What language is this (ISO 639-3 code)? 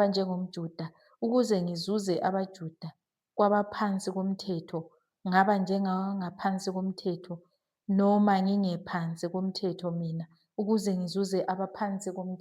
zul